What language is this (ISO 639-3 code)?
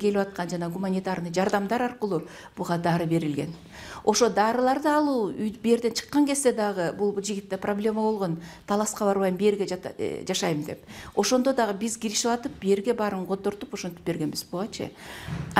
kir